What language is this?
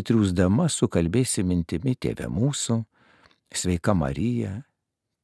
Lithuanian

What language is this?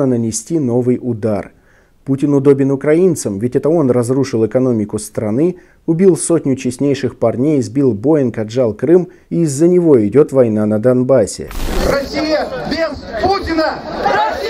Russian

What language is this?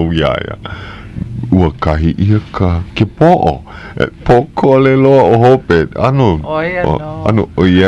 Hawaiian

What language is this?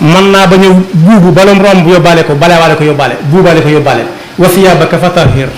Wolof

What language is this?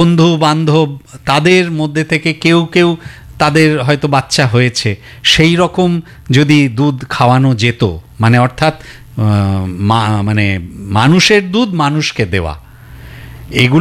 Bangla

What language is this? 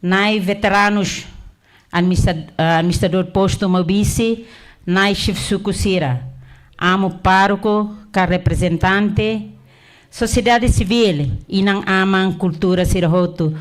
Tetum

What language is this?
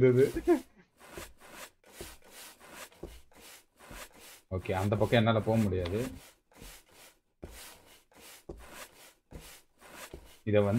Tamil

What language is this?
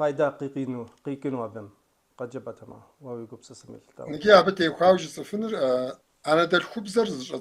Kabardian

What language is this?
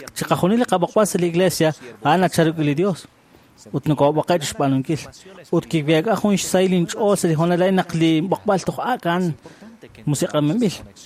Kekchí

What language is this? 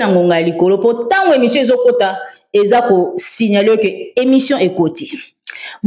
Lingala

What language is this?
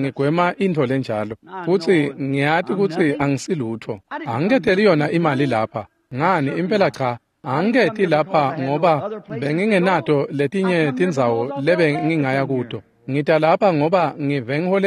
Swati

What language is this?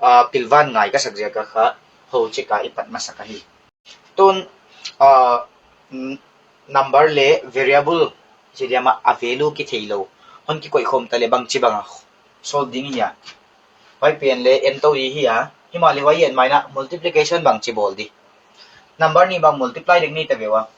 Paite Chin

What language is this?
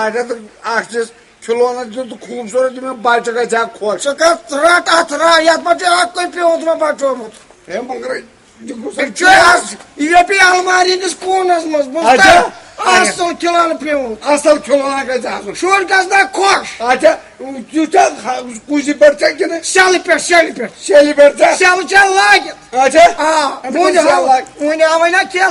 Kashmiri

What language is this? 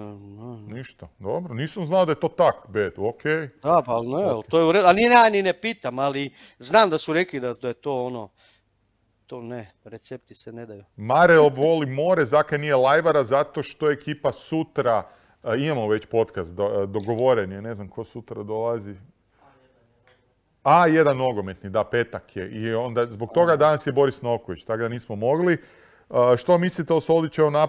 Croatian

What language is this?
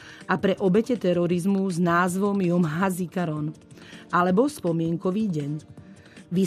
Slovak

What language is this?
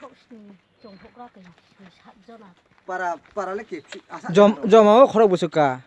Kok Borok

